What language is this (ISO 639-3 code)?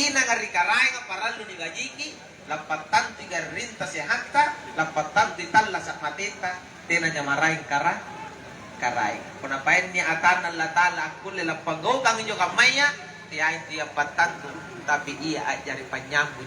mak